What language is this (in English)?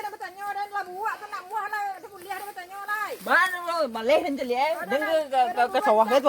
Minangkabau